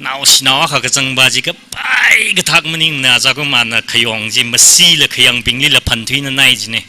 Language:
Tangkhul Naga (India)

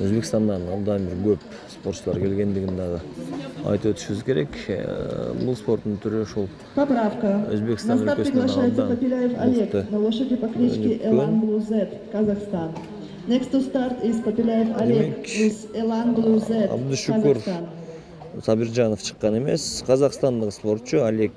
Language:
Kyrgyz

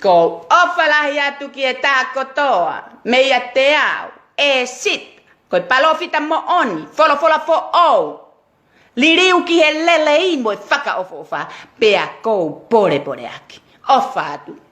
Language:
Tongan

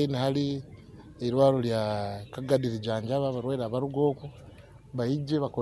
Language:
Nyoro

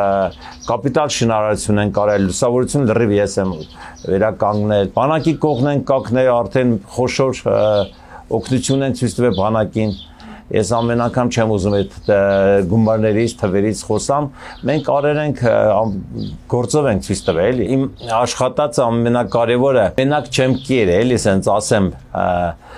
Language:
Armenian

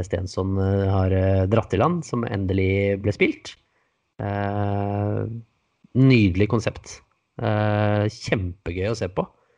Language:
Norwegian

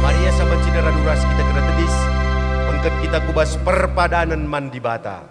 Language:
Batak Karo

